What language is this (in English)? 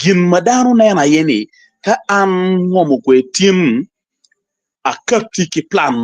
Acoli